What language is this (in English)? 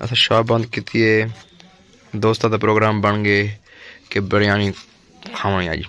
Saraiki